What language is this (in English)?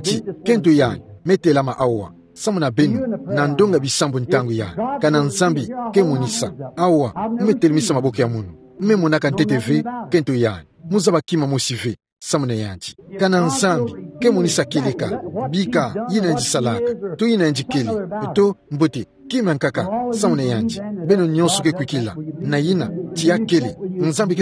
Kituba (Democratic Republic of Congo)